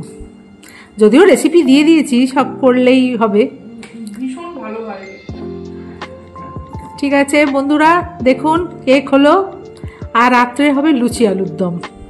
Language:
Bangla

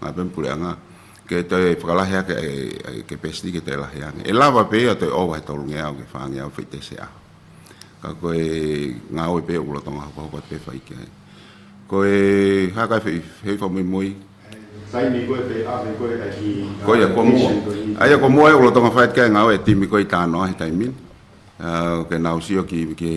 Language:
Tongan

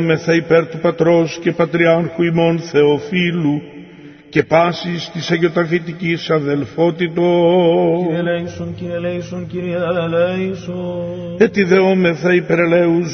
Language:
Greek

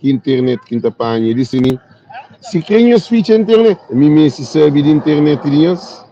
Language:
Kabuverdianu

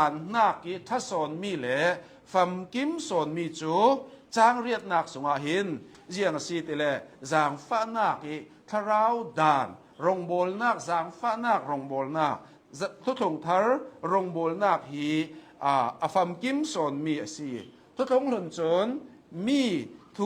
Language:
Hakha Chin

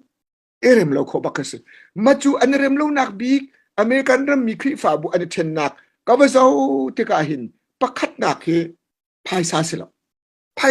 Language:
Hakha Chin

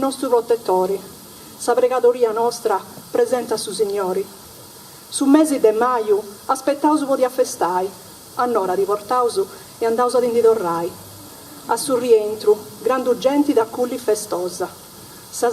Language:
Sardinian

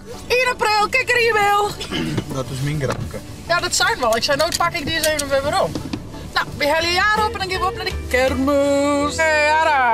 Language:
Western Frisian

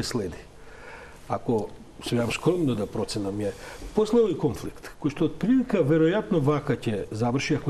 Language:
Macedonian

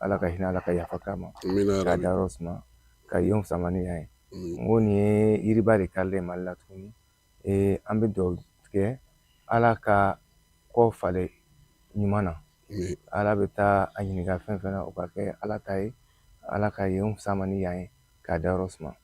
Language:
Bambara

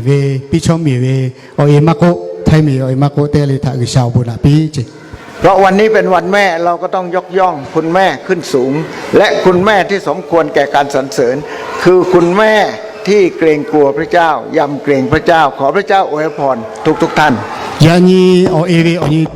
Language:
Lahu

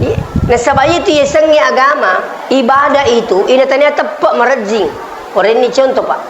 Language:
Buginese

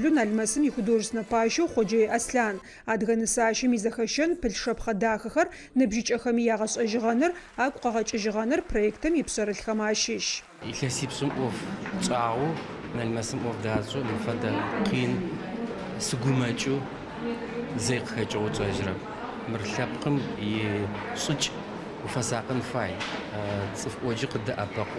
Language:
Adyghe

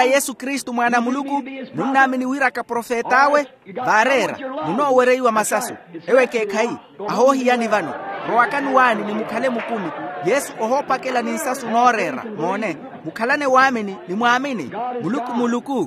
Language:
Makhuwa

